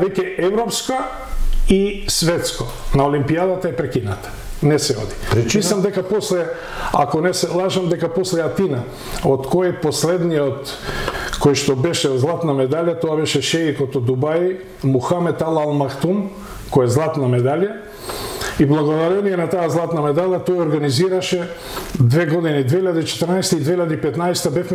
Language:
Macedonian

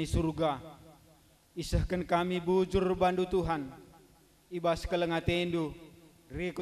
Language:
Batak Karo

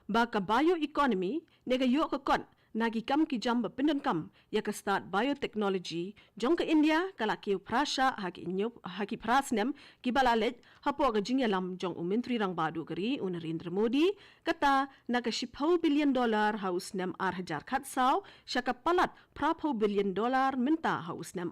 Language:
Khasi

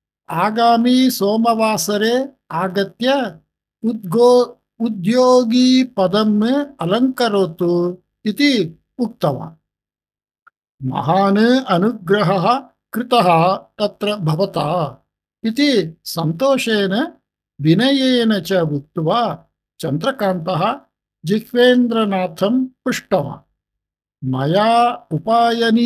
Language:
Sanskrit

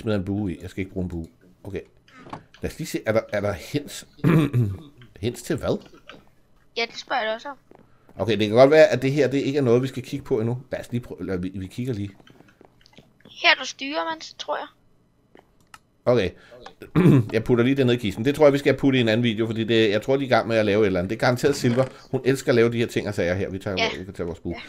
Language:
Danish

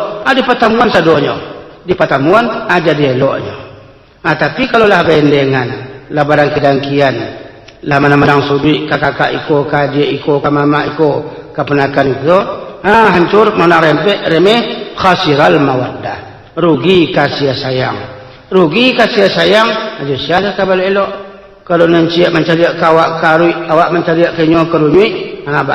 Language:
Minangkabau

